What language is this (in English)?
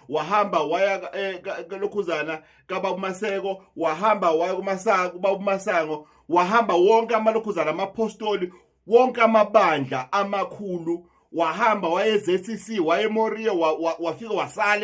Zulu